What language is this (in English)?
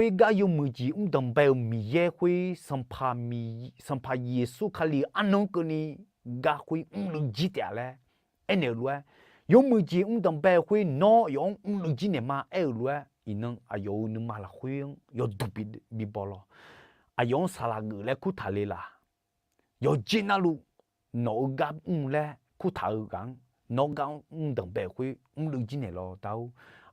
Akha